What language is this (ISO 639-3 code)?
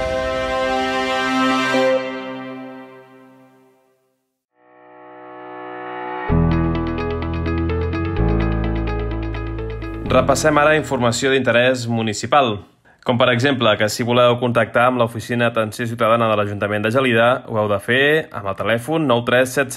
cat